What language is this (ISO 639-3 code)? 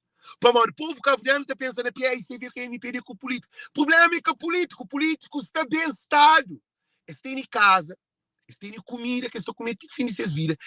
kea